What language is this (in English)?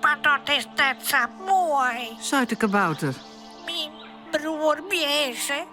Western Frisian